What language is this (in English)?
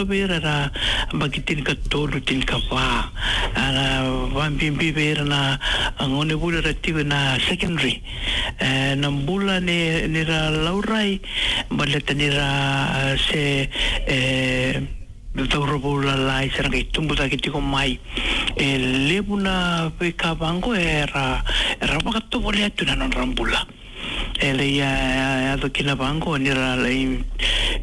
Fijian